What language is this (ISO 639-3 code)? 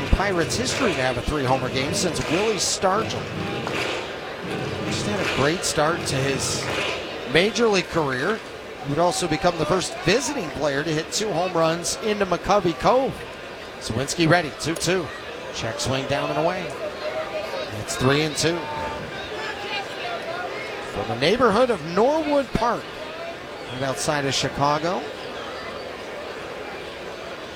eng